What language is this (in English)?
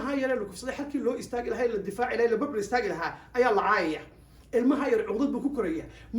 Somali